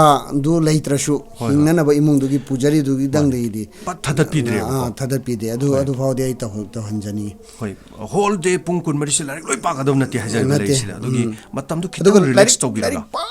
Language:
Manipuri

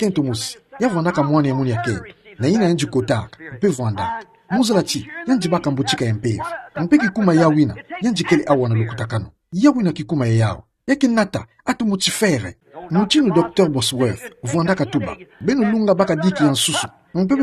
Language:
Kituba (Democratic Republic of Congo)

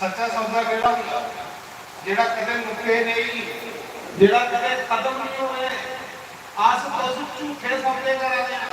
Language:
Dogri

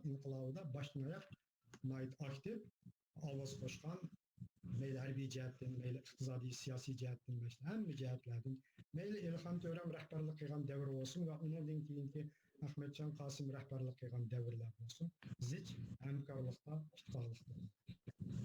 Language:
Uyghur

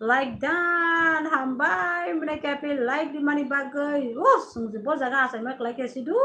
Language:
Kok Borok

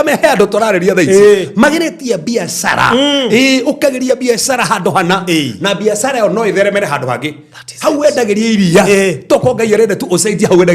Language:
Kikuyu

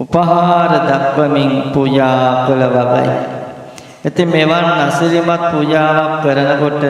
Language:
Sinhala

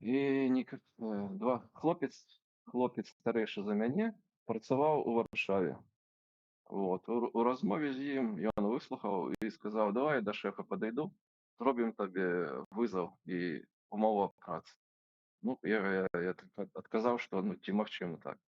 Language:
Belarusian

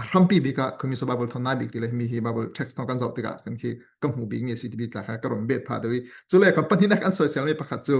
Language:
Falam Chin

